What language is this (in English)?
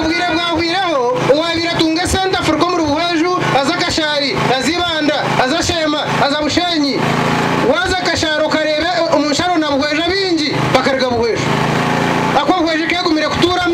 Nyankole